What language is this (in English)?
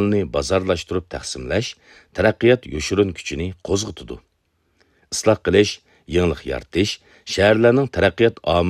Uyghur